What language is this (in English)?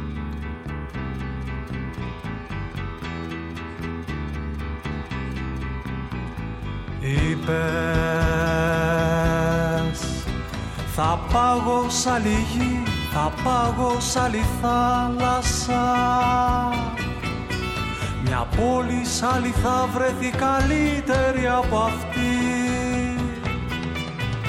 Greek